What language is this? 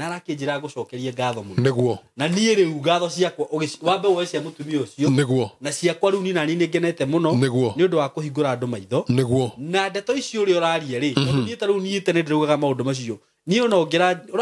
Kikuyu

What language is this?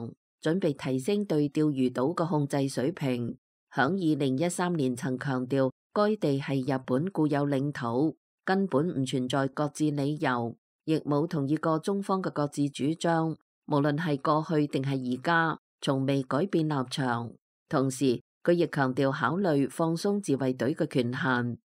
Cantonese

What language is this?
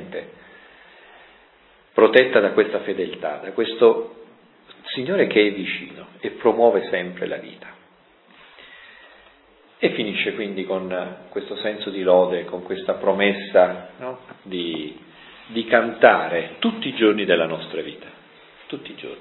Italian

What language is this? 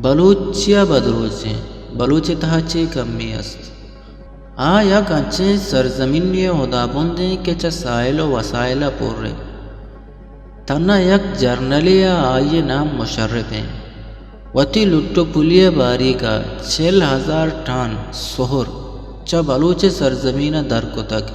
Eastern Balochi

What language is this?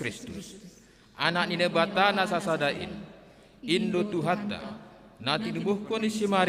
Batak Simalungun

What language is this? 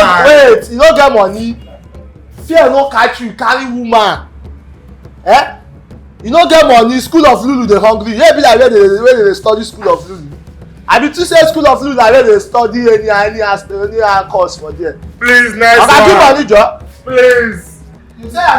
Nigerian Pidgin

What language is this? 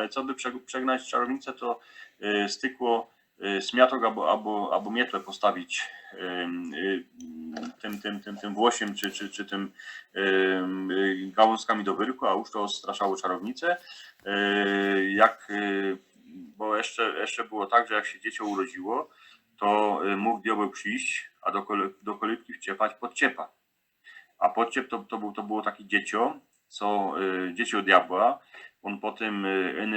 Silesian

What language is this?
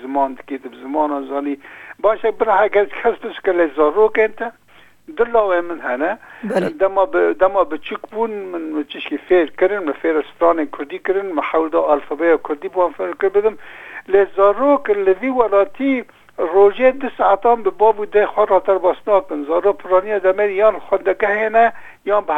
Kurdish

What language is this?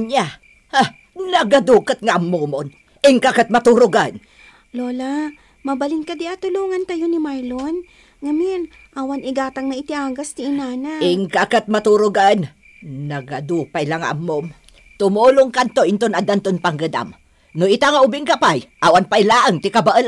Iloko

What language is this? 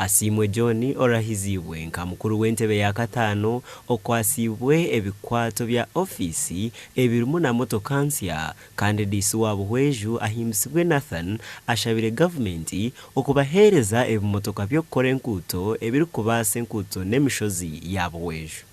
Nyankole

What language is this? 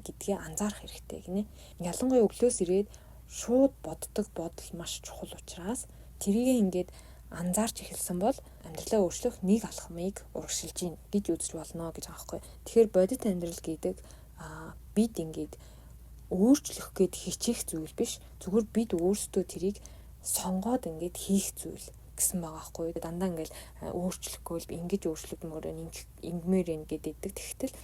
Mongolian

